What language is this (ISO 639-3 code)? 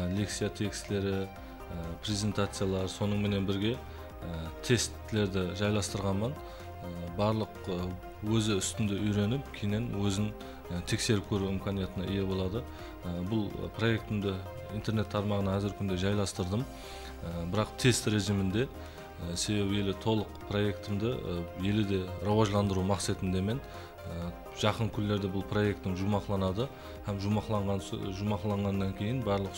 kaa